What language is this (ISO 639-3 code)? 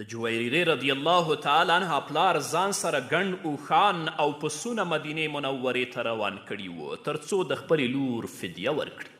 pus